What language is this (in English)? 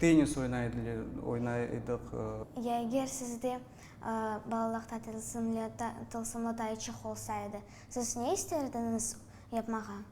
Crimean Tatar